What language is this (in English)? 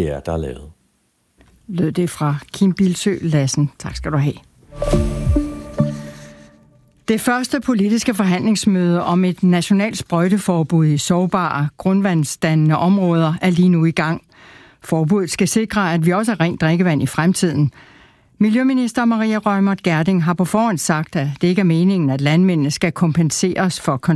Danish